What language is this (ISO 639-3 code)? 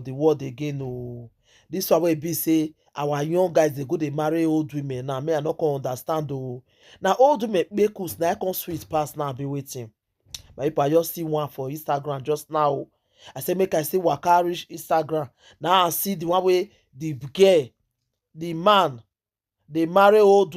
pcm